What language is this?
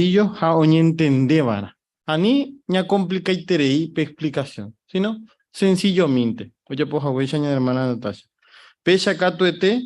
Guarani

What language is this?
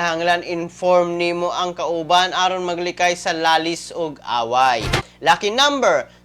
Cebuano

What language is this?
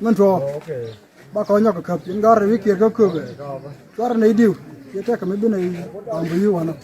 Nuer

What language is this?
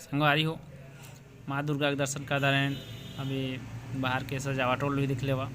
Chhattisgarhi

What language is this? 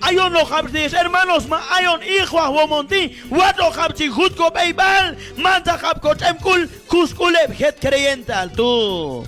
Q'anjob'al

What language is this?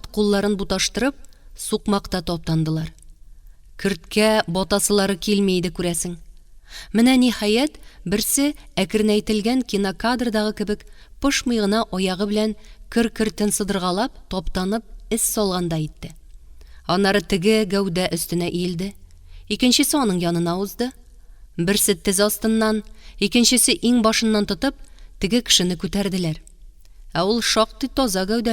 Tatar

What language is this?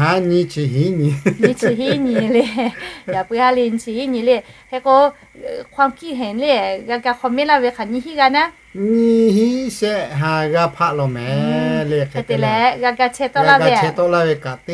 Lahu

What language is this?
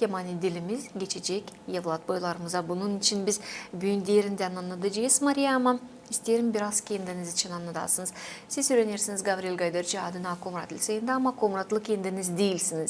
Gagauz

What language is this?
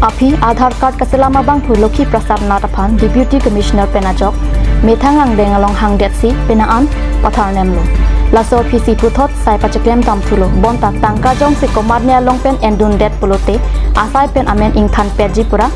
Karbi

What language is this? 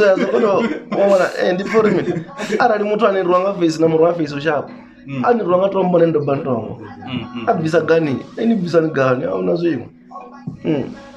Venda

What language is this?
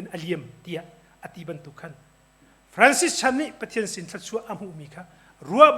Hakha Chin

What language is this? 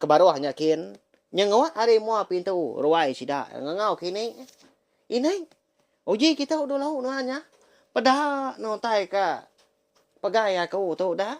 Iban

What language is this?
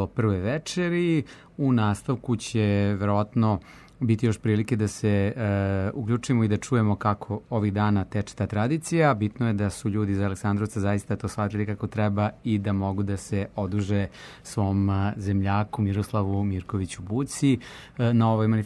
Serbian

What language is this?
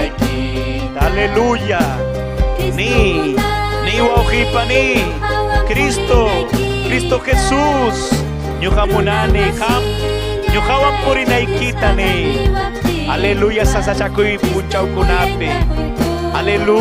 Ayacucho Quechua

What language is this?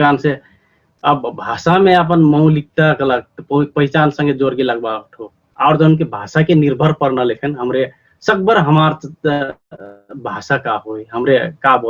Dangaura Tharu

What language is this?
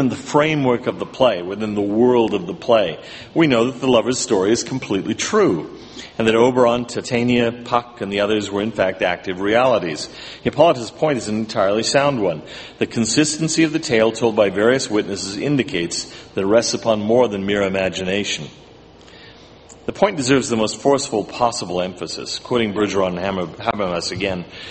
English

